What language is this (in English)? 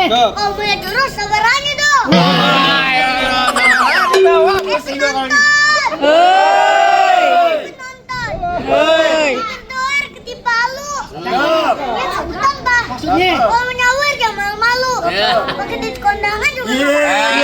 Betawi